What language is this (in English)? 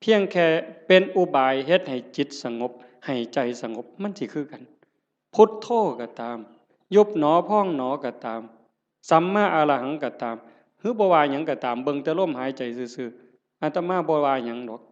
Northeastern Thai